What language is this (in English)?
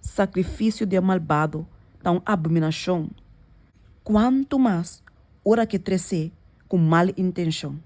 Papiamento